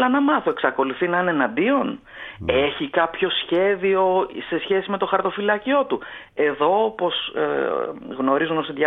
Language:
Greek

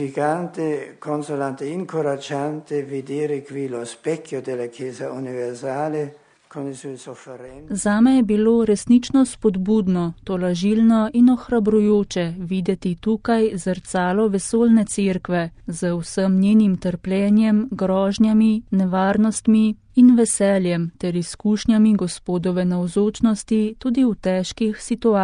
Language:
Slovenian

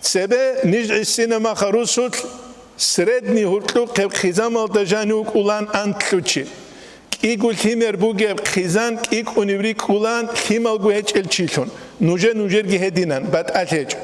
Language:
Avaric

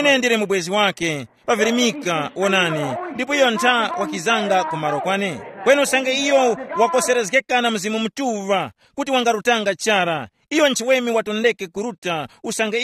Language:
Tumbuka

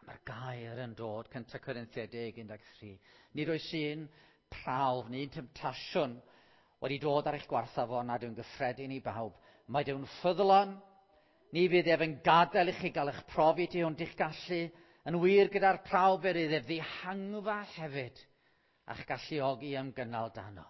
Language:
Welsh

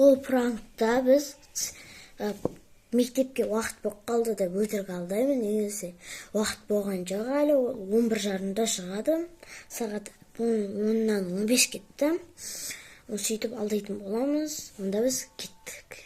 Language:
Kazakh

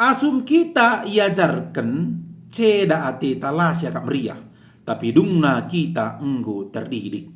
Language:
Batak Karo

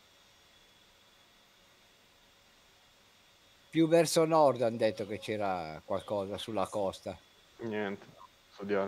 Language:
Italian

